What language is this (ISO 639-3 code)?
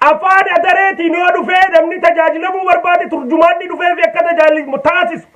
orm